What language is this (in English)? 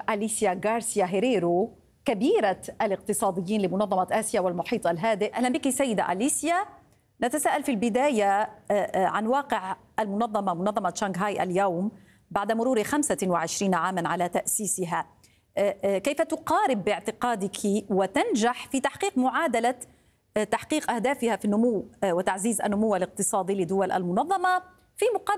Arabic